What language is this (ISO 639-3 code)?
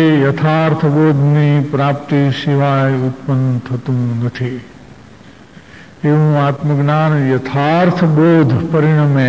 guj